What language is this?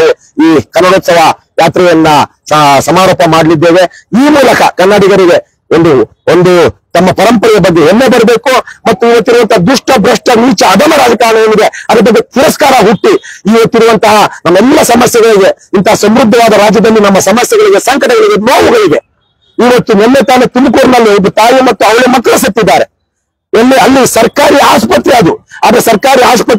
Kannada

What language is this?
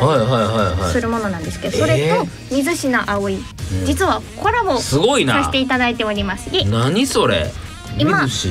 Japanese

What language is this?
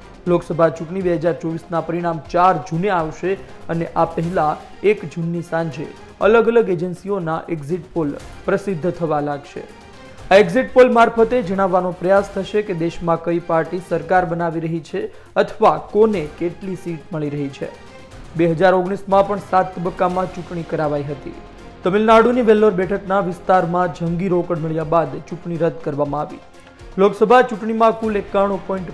Gujarati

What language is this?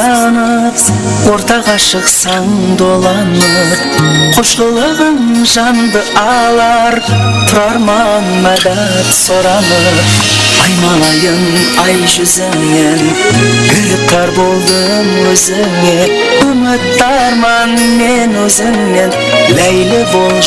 Kara-Kalpak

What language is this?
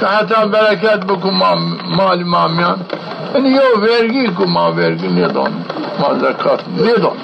Zaza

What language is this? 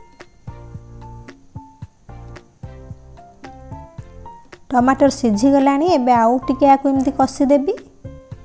Odia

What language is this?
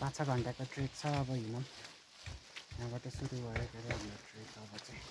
Nepali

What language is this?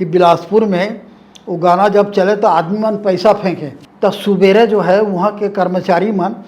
Chhattisgarhi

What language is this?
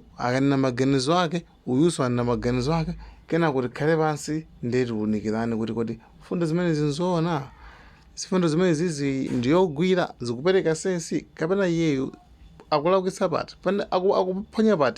Nyanja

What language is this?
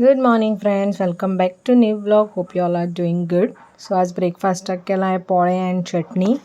Konkani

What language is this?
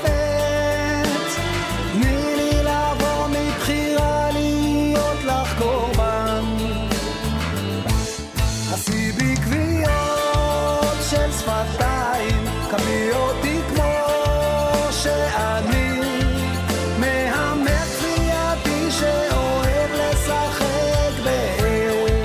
Hebrew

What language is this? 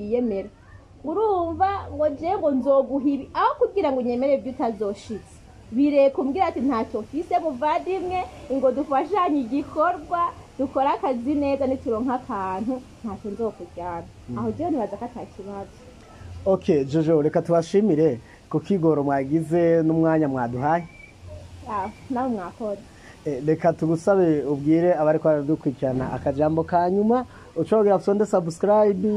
Rundi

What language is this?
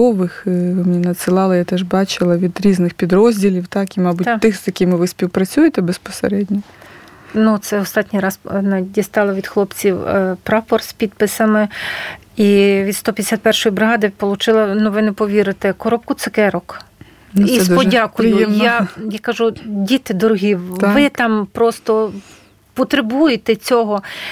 Ukrainian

